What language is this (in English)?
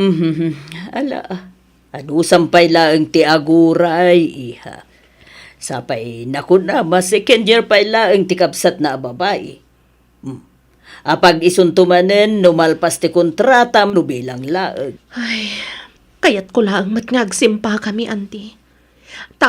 Iloko